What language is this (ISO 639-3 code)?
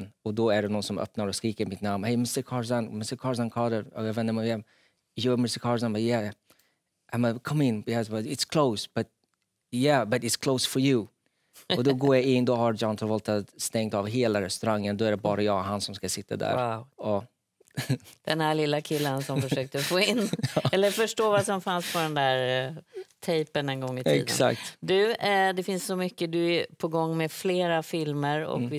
swe